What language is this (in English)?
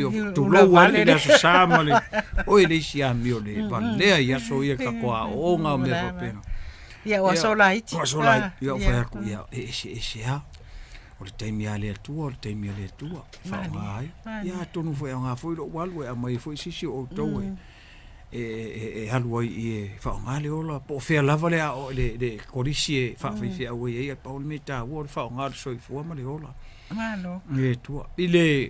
Samoan